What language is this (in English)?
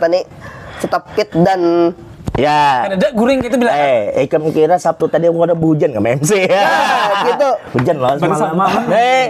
Banjar